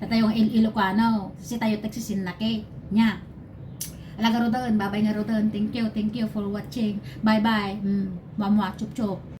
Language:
Iloko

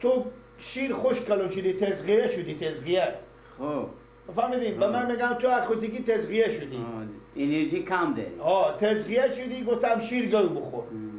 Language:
Persian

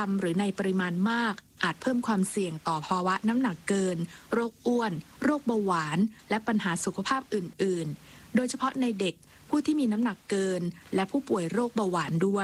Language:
Thai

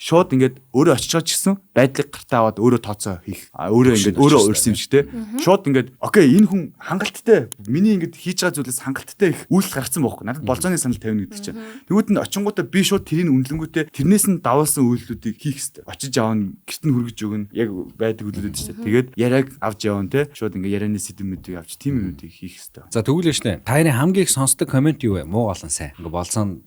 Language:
Mongolian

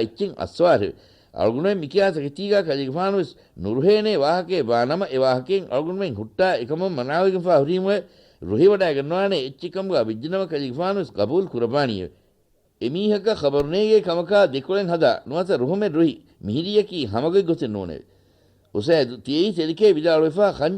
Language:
Divehi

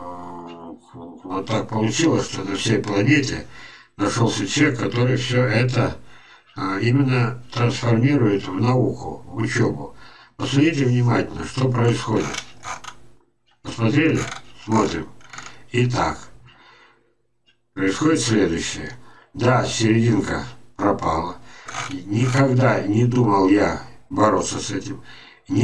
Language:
Russian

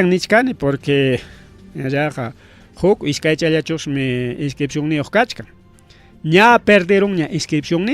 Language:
Ayacucho Quechua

